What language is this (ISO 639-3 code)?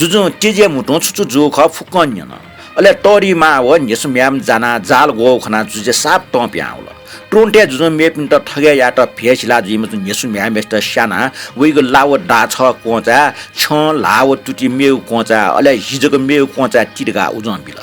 new